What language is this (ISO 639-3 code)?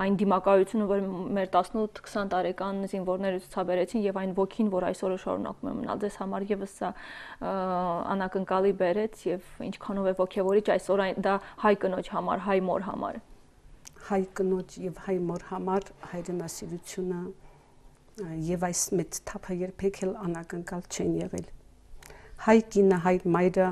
hye